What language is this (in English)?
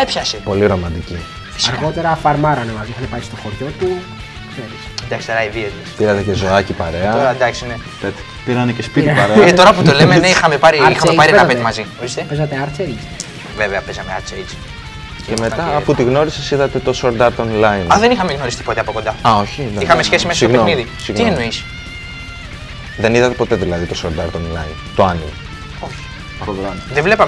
Greek